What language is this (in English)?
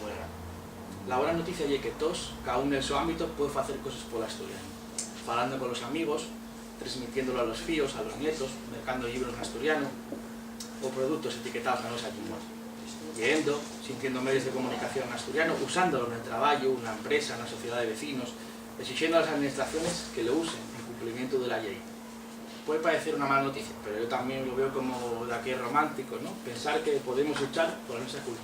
Asturian